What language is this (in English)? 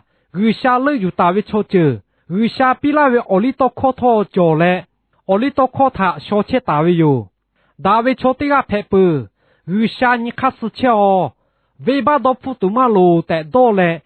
Lahu